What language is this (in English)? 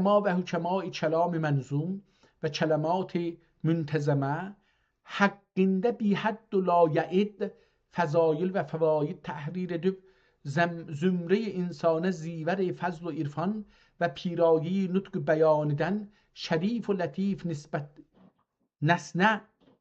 South Azerbaijani